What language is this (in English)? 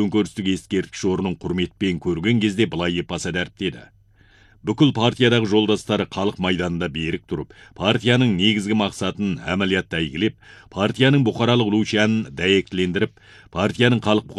Kazakh